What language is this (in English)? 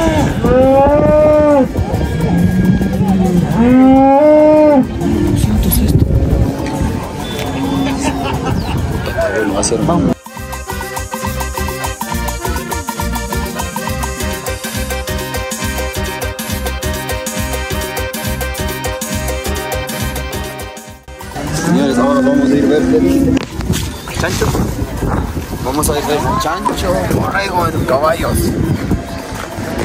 Spanish